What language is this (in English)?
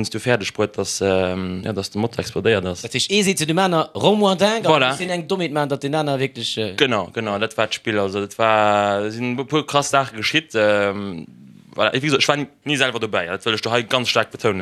Luxembourgish